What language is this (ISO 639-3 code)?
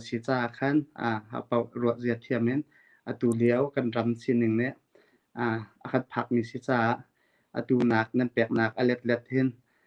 cnh